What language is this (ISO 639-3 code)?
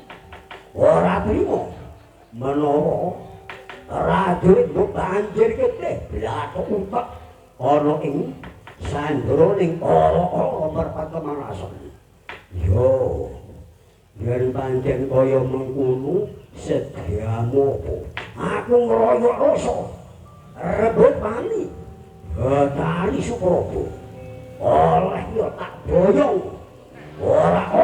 jav